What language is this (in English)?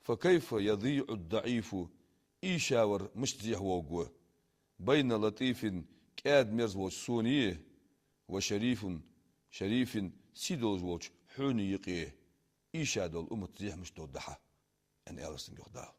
Ingush